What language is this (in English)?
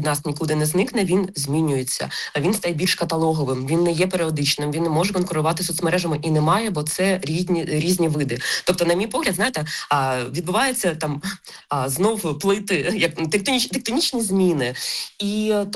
Ukrainian